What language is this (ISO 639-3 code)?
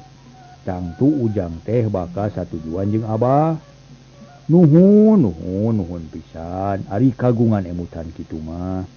sun